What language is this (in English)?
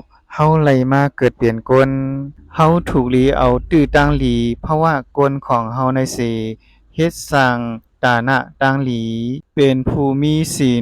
Shan